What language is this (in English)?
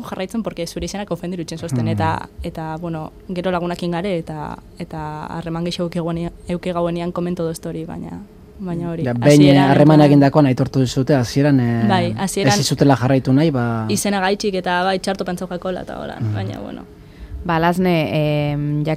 Basque